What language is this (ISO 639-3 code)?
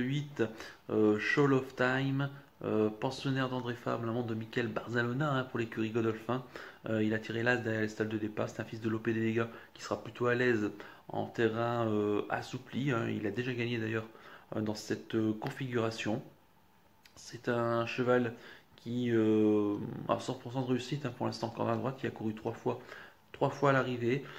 fra